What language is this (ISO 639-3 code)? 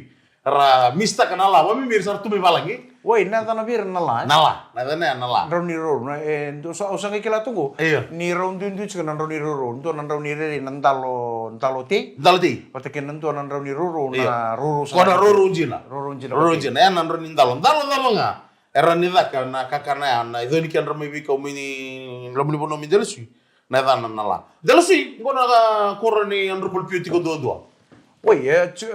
fij